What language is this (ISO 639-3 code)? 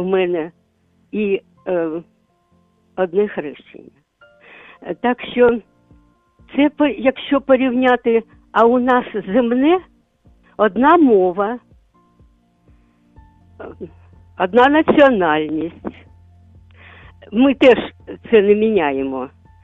ukr